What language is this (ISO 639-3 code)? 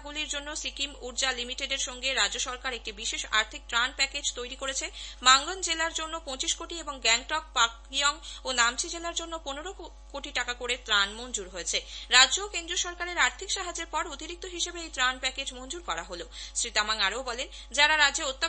ben